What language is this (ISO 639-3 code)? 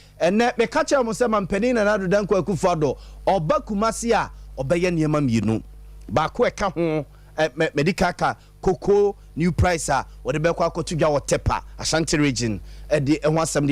aka